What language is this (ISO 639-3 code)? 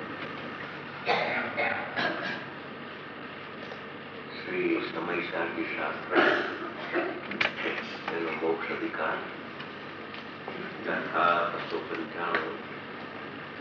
guj